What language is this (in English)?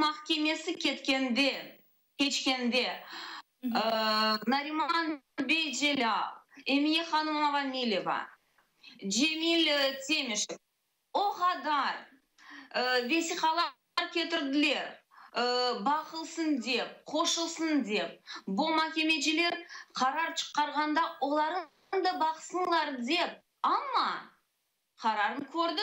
Crimean Tatar